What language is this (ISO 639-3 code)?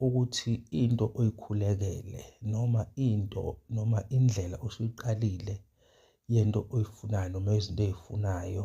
zul